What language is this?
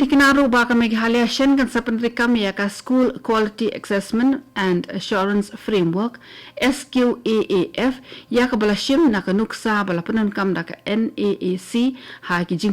Khasi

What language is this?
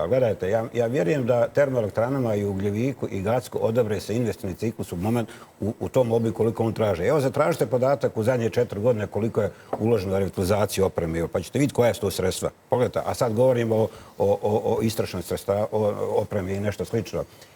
Bosnian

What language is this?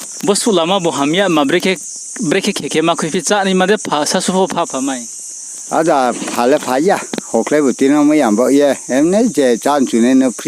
Riang (India)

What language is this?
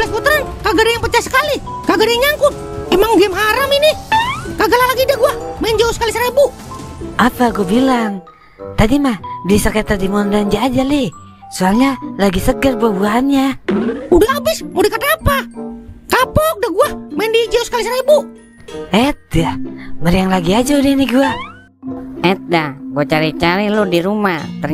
Betawi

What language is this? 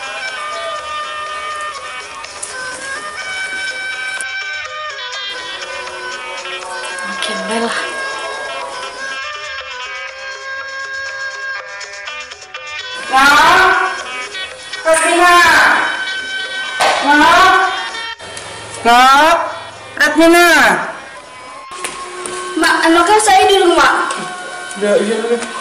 Indonesian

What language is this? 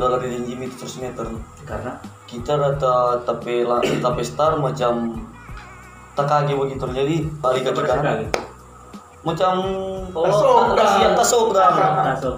Manado Malay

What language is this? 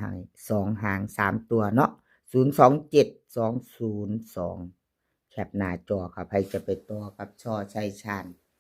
Northeastern Thai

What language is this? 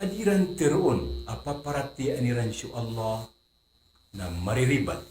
Maranao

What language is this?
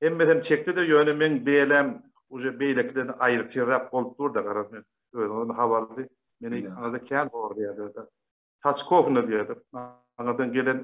Turkmen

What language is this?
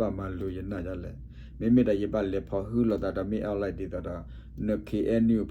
S'gaw Karen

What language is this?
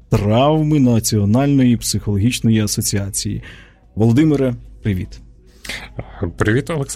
Ukrainian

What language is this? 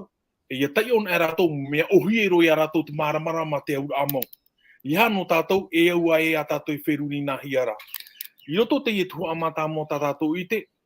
Tahitian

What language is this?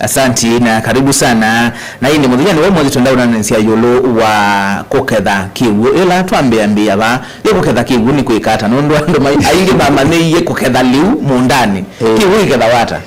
Kamba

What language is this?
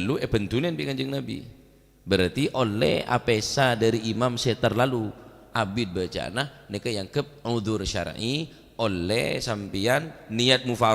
Madurese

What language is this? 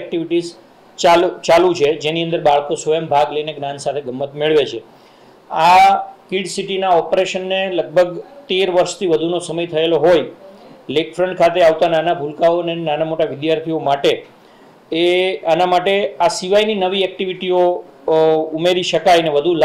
Gujarati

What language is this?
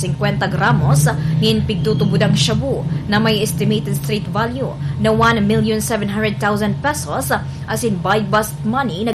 Bikol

